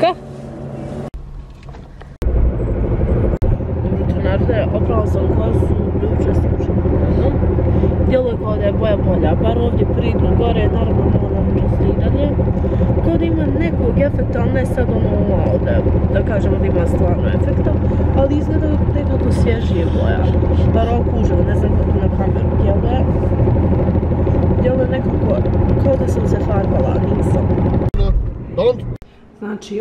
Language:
Croatian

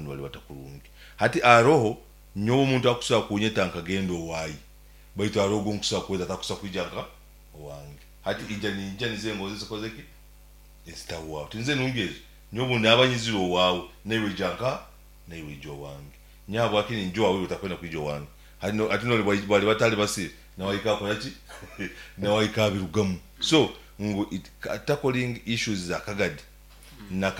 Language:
Nyankole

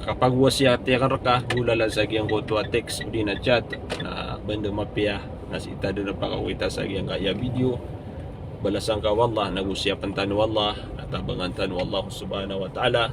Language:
Maranao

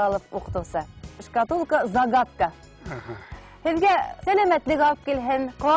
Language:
Bashkir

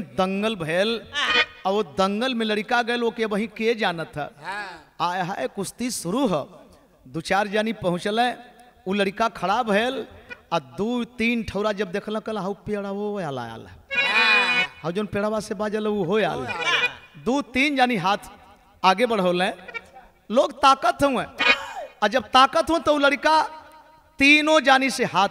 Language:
Bhojpuri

